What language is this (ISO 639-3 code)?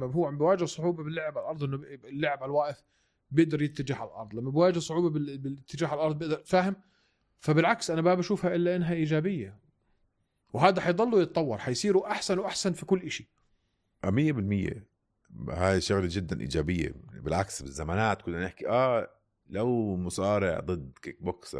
apc